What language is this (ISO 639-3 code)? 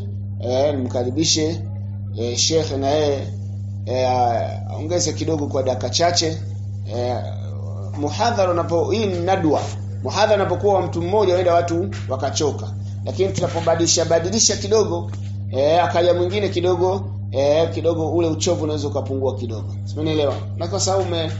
swa